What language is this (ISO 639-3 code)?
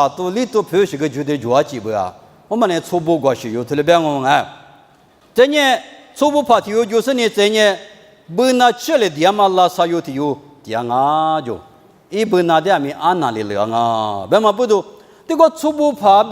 lis